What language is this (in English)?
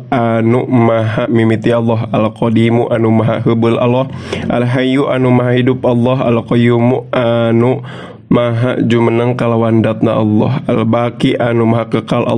Sundanese